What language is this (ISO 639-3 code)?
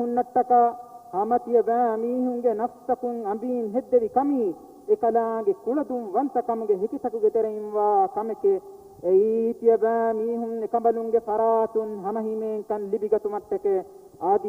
div